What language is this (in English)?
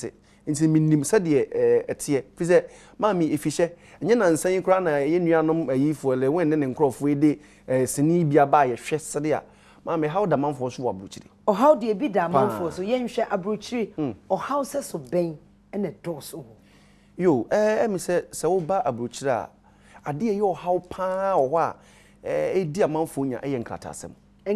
Akan